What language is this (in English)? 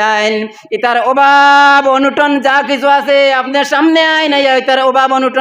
Sylheti